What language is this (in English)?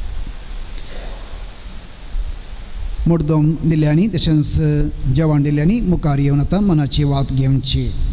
Konkani